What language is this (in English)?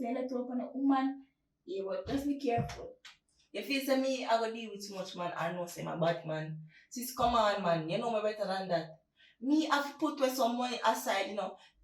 Jamaican Creole English